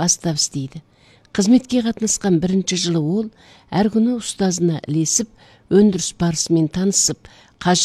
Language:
Kazakh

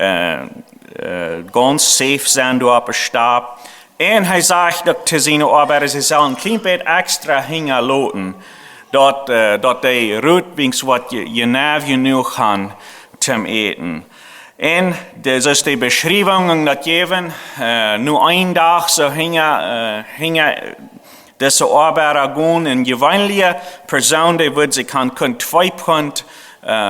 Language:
Plautdietsch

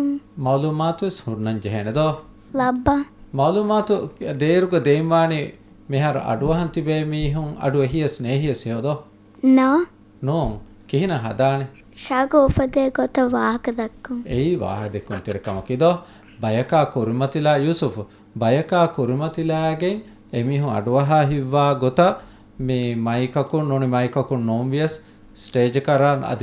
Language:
Divehi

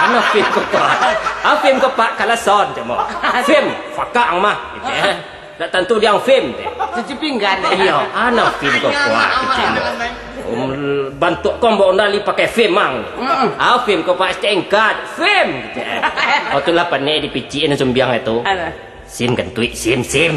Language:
Minangkabau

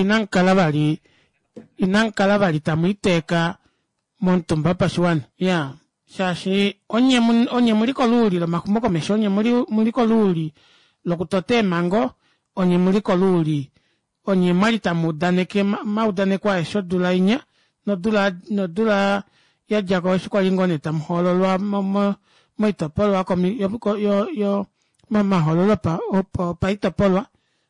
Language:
Kuanyama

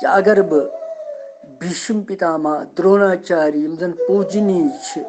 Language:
Kashmiri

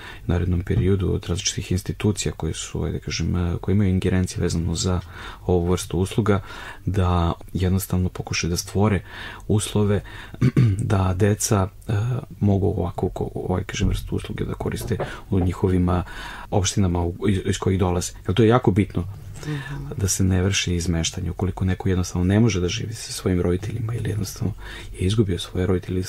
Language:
Serbian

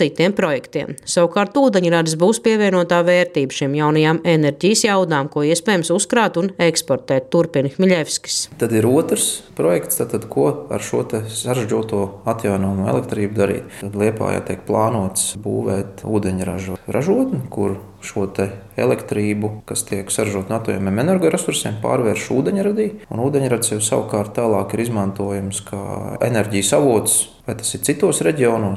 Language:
Latvian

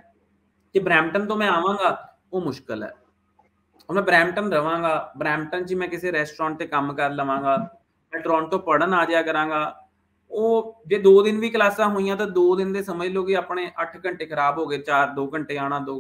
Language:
Punjabi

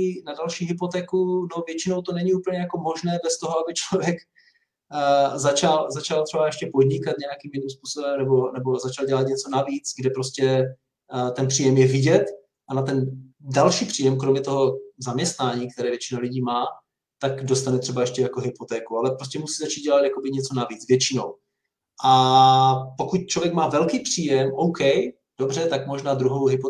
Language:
Czech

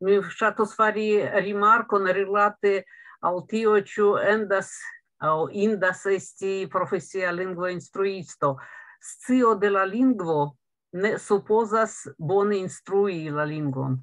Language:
Esperanto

